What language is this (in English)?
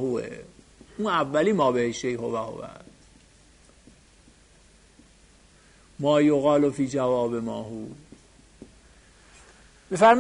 Persian